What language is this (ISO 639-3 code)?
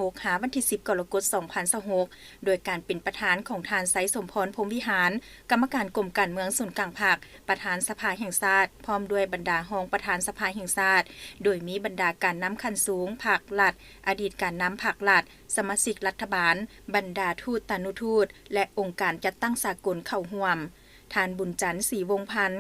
lao